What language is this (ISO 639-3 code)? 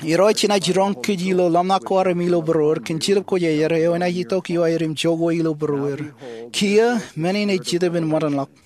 mah